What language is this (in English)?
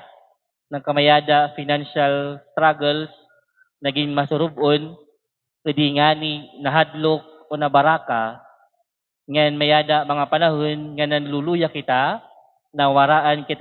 Waray